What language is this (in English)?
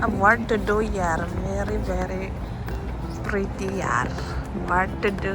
Mizo